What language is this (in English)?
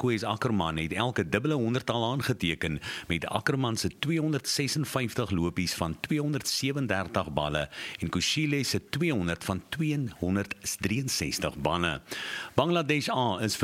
Afrikaans